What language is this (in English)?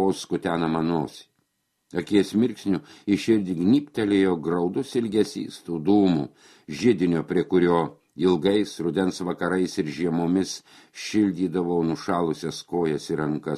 Lithuanian